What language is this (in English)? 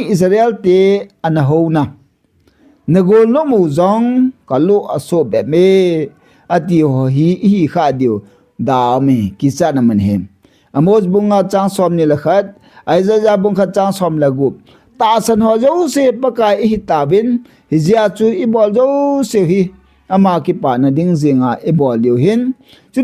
Thado Chin